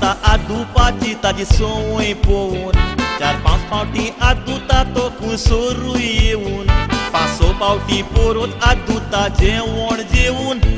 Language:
Konkani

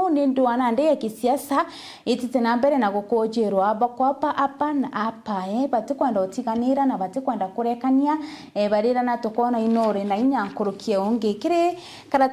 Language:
Meru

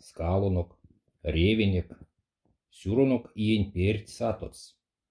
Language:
Erzya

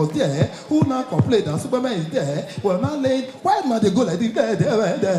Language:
Nigerian Pidgin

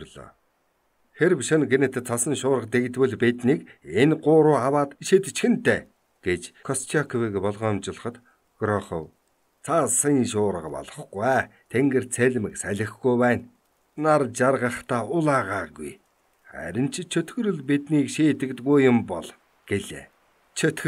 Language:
Mongolian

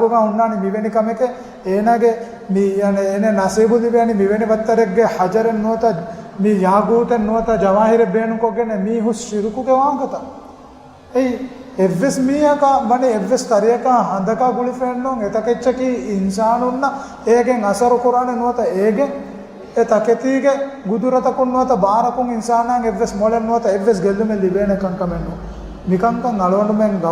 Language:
Divehi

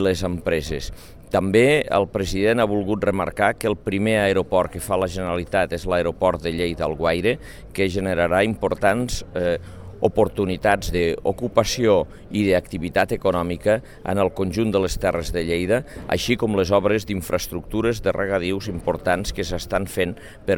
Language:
Catalan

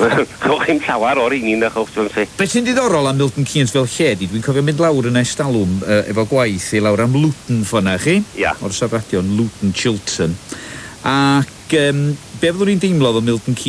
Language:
Welsh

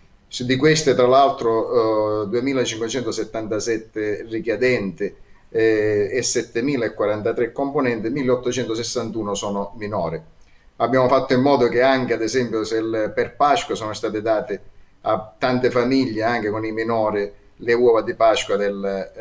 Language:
Italian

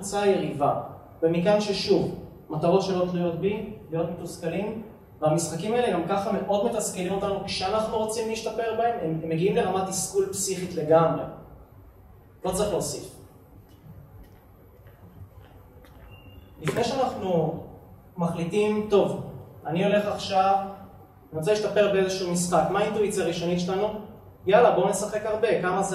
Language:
Hebrew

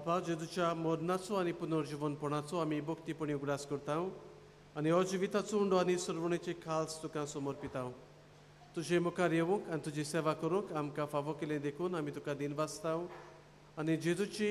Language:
Konkani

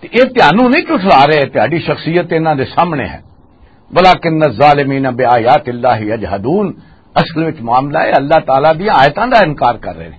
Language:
Western Panjabi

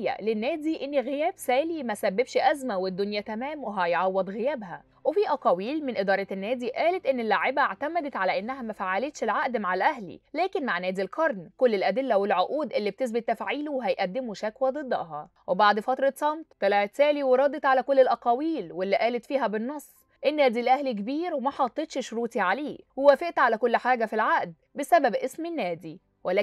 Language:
Egyptian Arabic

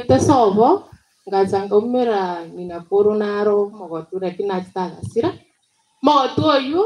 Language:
Gusii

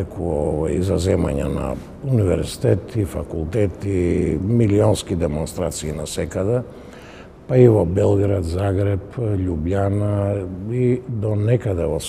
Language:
Macedonian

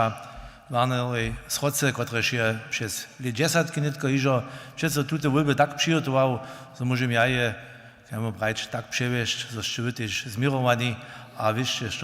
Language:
Upper Sorbian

